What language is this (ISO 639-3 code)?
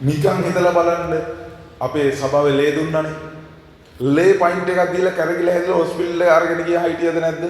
sin